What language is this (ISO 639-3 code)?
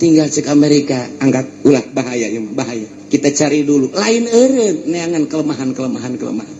sun